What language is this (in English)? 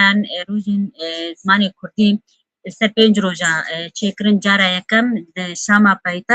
Kurdish